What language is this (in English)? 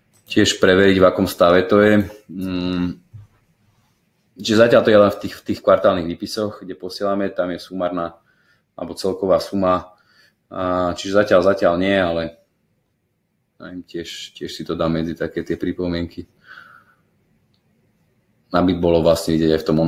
Slovak